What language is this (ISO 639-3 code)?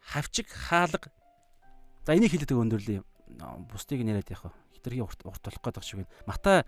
mon